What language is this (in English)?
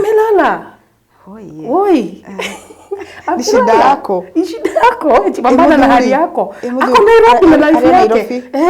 Kikuyu